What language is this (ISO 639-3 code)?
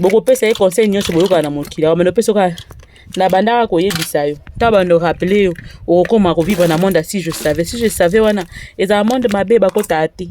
lin